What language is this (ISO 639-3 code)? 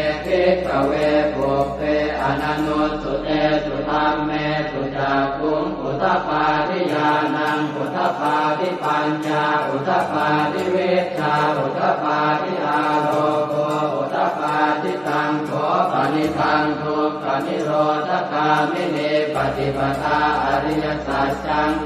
pli